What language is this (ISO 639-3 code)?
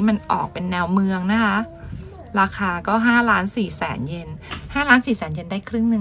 tha